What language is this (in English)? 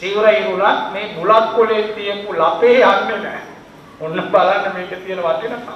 Sinhala